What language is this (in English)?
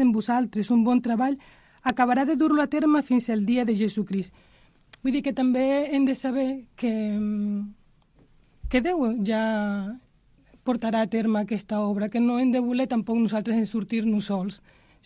Catalan